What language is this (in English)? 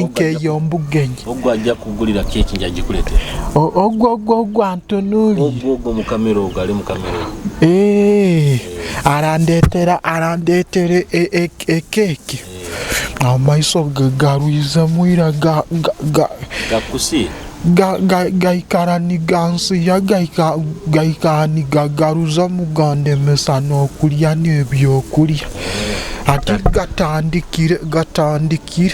Nyoro